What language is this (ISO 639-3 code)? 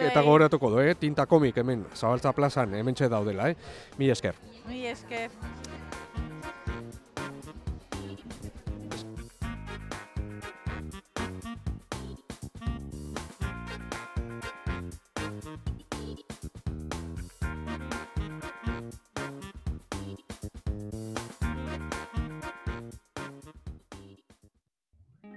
eus